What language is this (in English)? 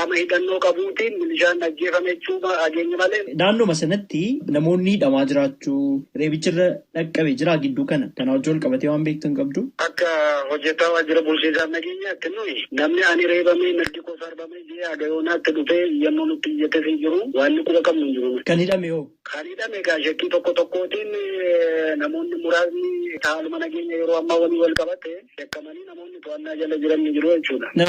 Oromo